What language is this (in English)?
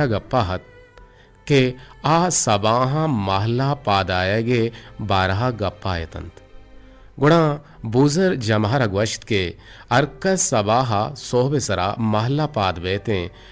Eastern Balochi